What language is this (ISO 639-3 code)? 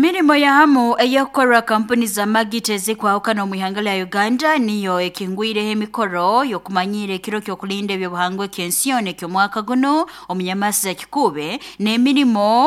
nyo